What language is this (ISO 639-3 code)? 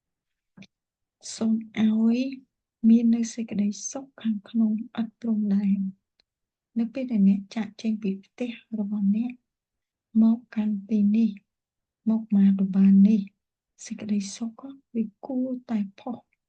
khm